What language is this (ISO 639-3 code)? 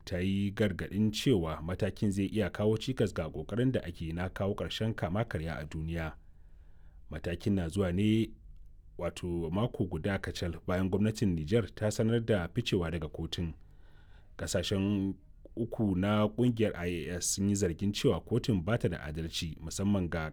hau